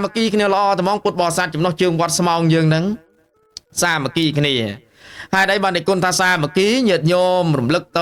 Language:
Khmer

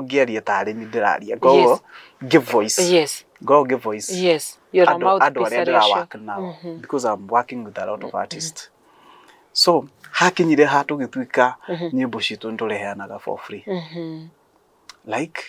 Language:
Kikuyu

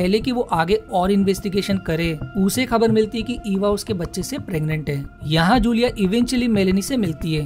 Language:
Hindi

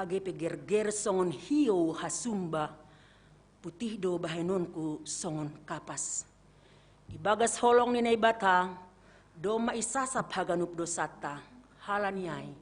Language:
Batak Simalungun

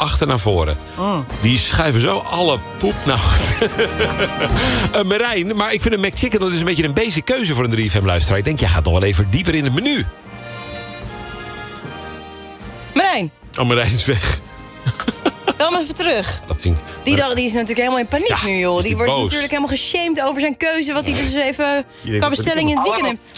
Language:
Dutch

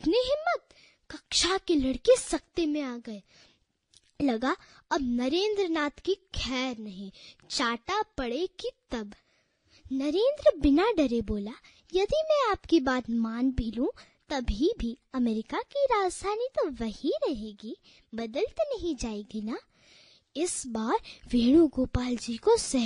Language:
Hindi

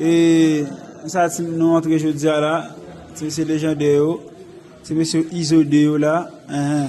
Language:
Haitian Creole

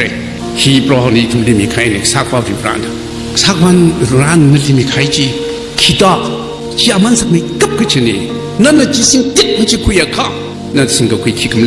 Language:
Tangkhul Naga (India)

